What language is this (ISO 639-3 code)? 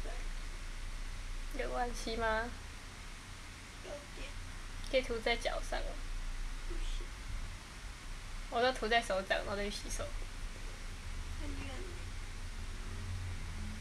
zho